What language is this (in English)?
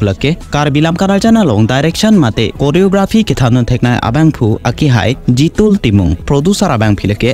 Karbi